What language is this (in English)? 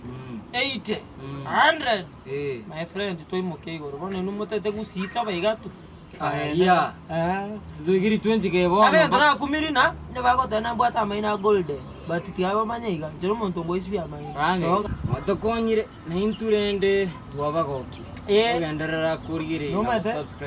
Gusii